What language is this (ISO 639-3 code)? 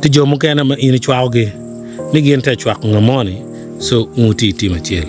ach